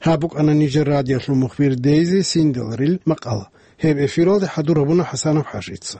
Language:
Avaric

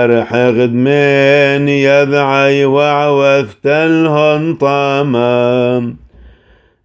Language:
Classical Syriac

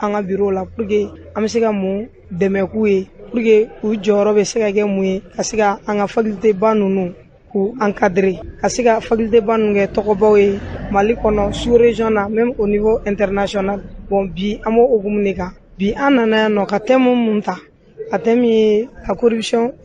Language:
Bambara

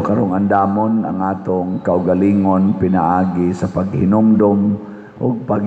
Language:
Cebuano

